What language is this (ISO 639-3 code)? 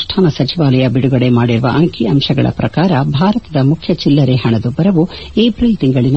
kan